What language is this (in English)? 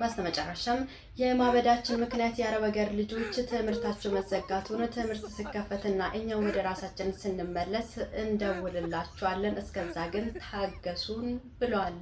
Amharic